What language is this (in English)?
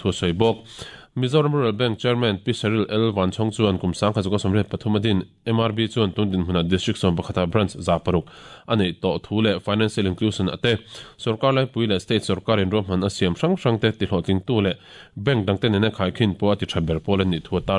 Mizo